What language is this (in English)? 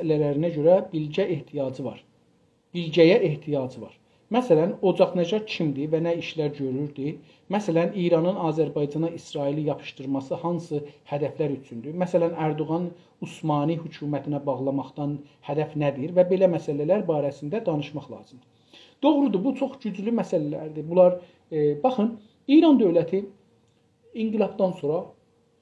South Azerbaijani